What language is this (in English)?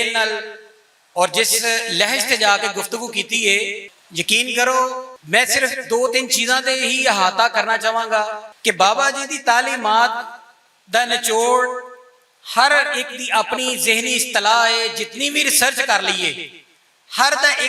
Western Panjabi